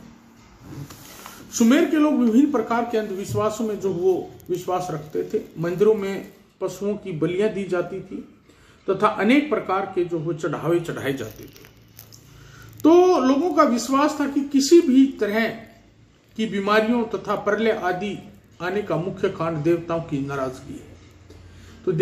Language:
Hindi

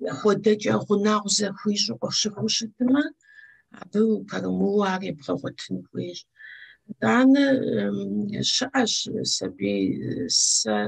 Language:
Kabardian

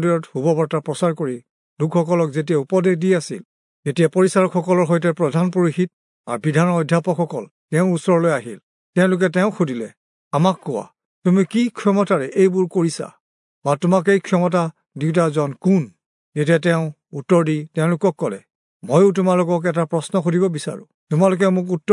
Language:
Assamese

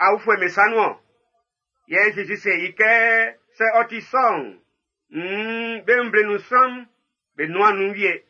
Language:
Baoulé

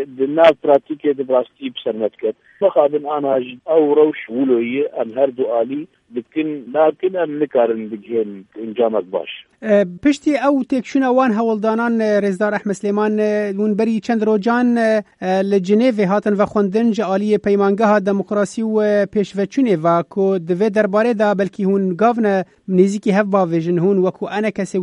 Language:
Kurdish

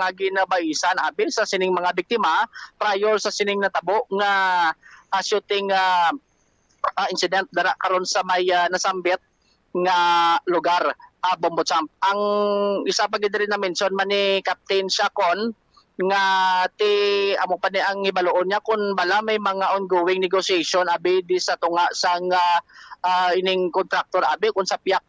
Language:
Hiligaynon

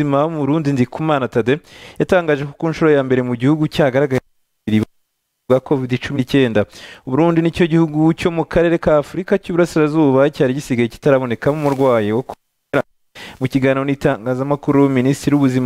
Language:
Kinyarwanda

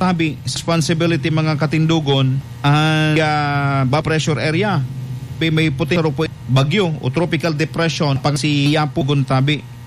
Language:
Bikol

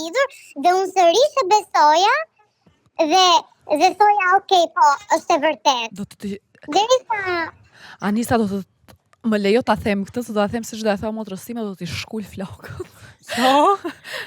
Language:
Albanian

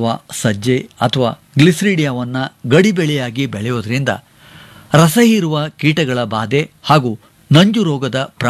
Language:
Kannada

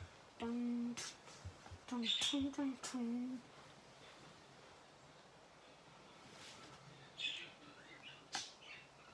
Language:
Swedish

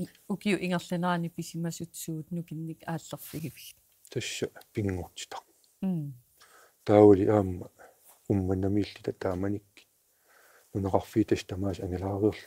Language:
Kalaallisut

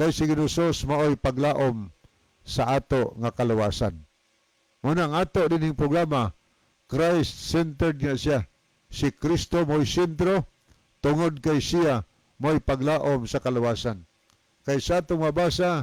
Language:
Cebuano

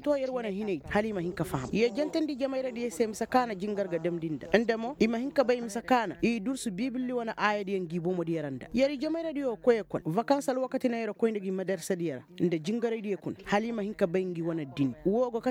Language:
Koyraboro Senni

